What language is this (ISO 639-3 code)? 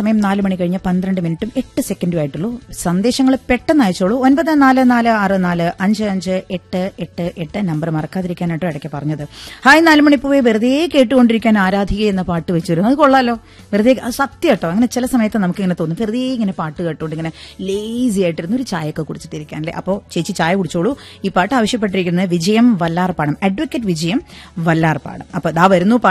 mal